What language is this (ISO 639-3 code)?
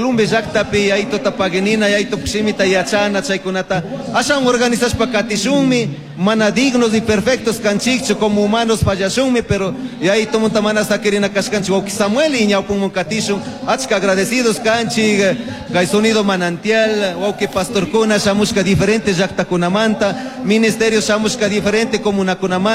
qug